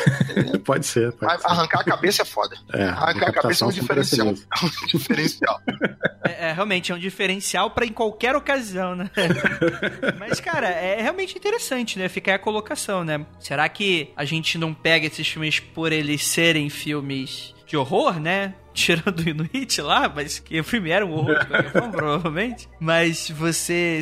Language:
Portuguese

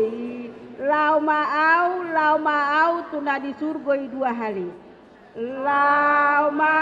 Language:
Batak Karo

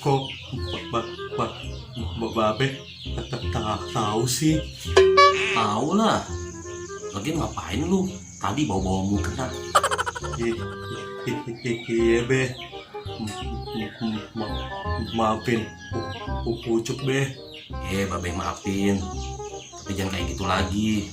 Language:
Betawi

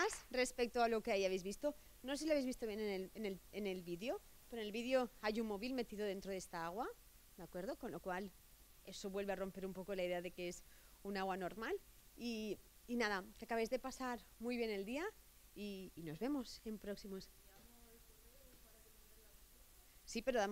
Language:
Spanish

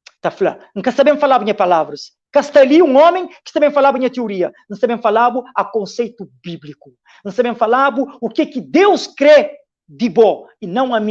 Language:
Kabuverdianu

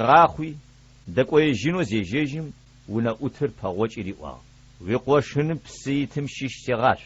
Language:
Adyghe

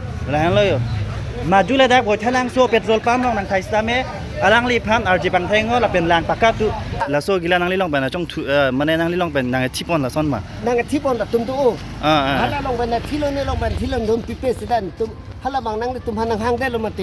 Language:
Karbi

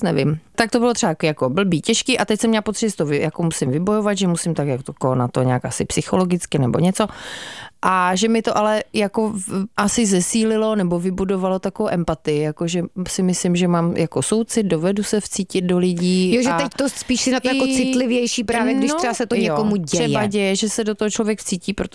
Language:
Czech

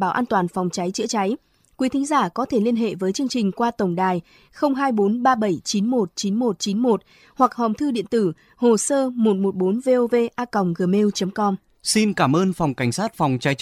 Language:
Vietnamese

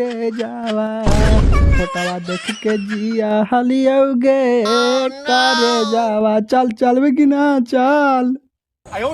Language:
Magahi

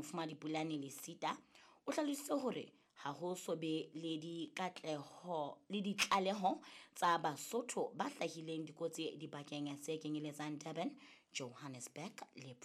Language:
Southern Sotho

